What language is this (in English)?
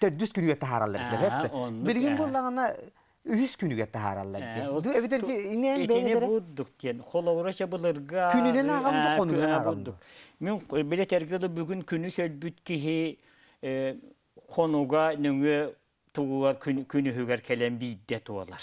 Yakut